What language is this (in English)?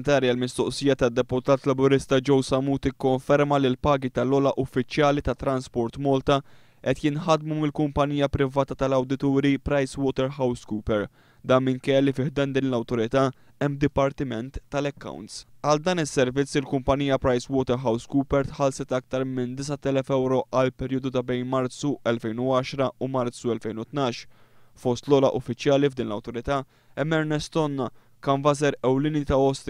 Maltese